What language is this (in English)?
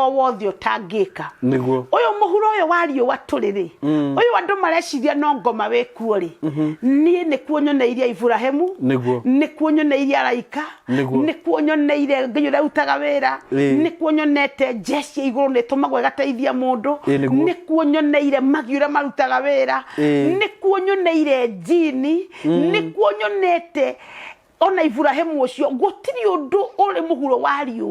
Kikuyu